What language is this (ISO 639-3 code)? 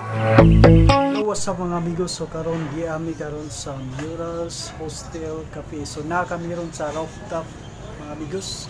ceb